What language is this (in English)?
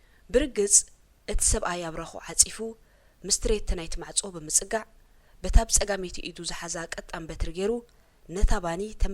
Tigrinya